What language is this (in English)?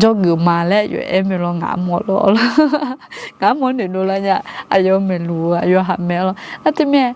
Akha